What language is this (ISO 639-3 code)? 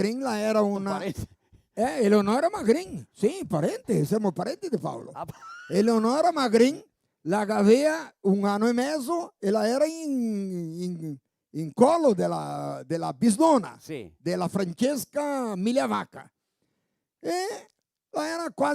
vec